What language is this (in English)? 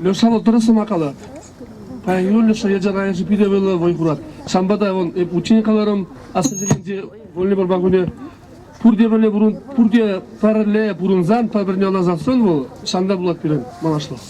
Chuvash